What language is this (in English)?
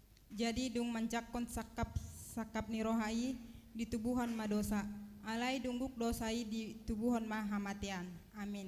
Batak Toba